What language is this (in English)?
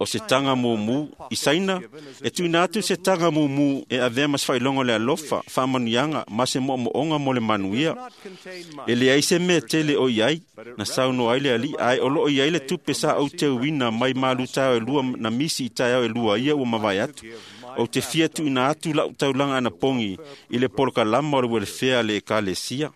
Samoan